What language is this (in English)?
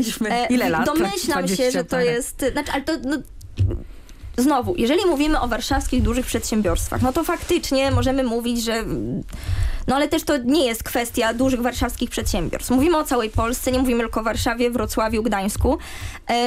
Polish